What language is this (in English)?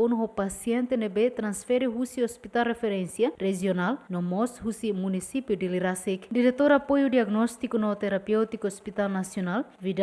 Tetum